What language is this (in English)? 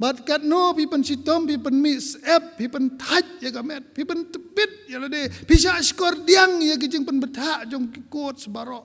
Khasi